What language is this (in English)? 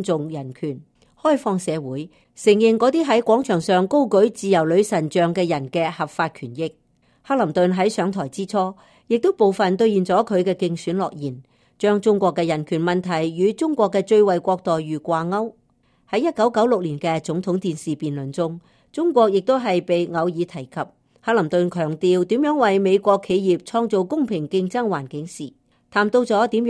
Cantonese